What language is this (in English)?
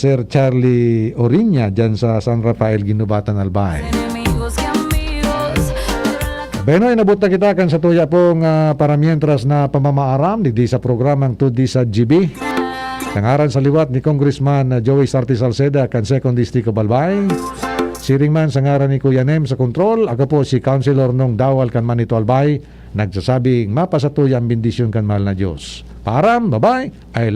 Bikol